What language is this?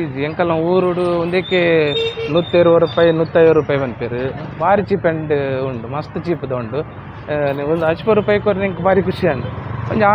Tulu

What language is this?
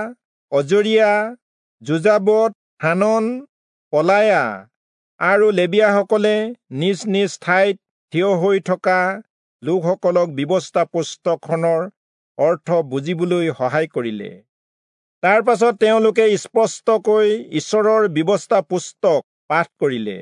Assamese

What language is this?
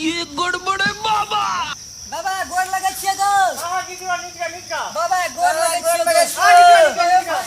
Maithili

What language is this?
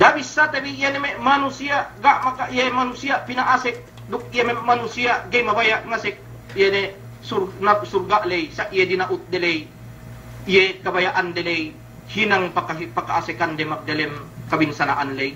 Yakan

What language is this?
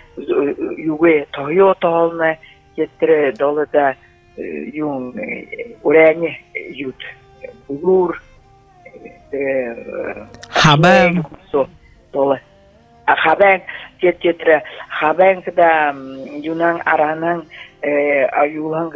Buriat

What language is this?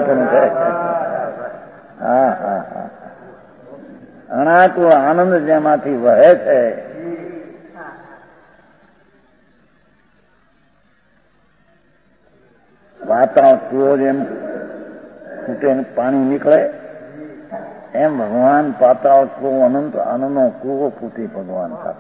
Gujarati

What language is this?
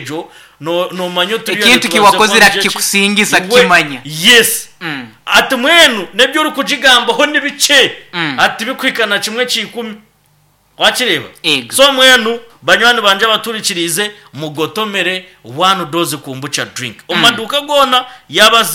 Nyankole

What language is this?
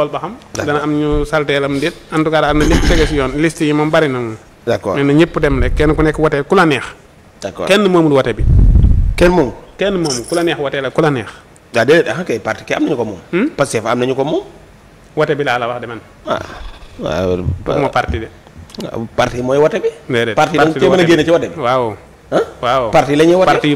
Wolof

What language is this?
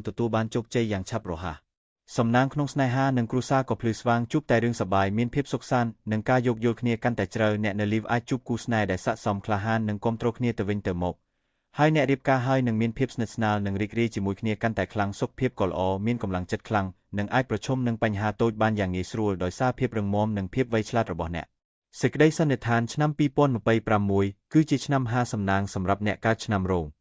Khmer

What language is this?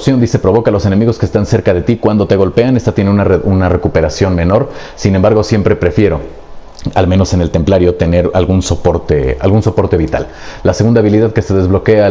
Spanish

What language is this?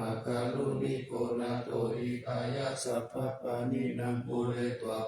Pali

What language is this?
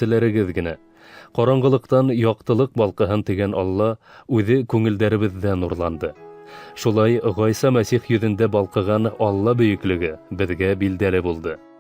Bashkir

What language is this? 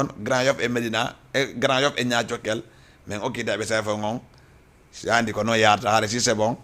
Fula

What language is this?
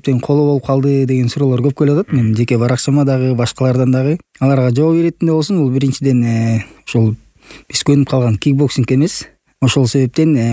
Kyrgyz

